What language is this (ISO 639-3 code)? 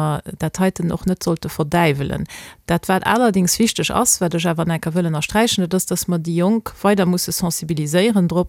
ltz